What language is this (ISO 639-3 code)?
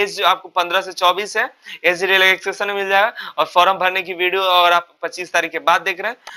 hin